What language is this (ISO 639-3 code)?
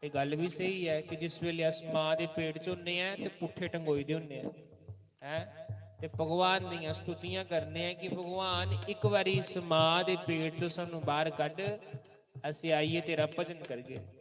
doi